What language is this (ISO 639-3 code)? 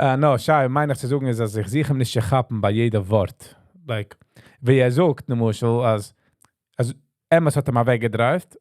yid